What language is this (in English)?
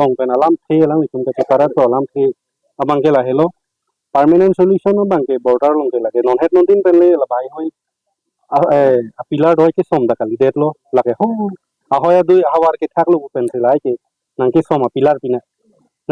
Karbi